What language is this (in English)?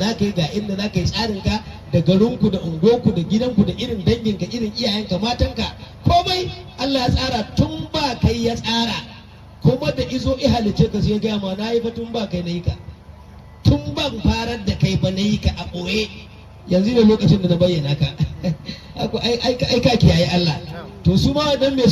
Hausa